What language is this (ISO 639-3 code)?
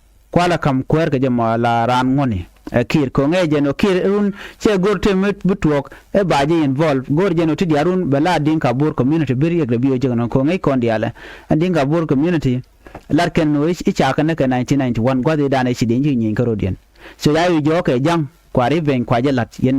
nus